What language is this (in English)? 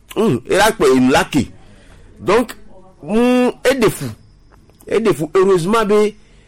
Gen